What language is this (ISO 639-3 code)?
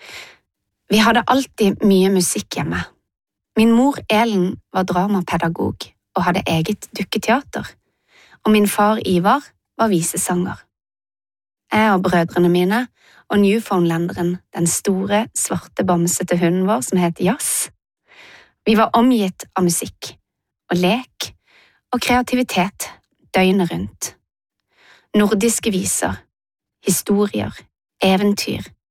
nor